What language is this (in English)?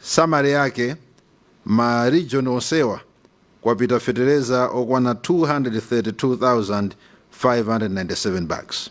Nyanja